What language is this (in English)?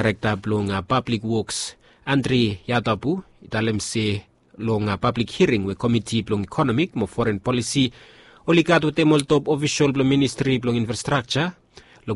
Bislama